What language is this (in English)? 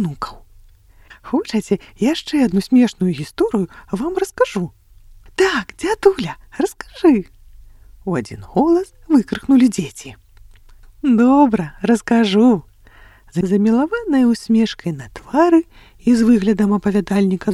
Belarusian